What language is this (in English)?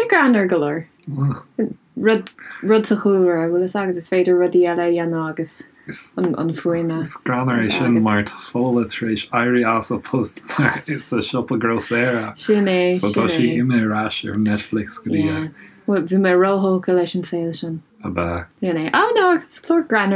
Irish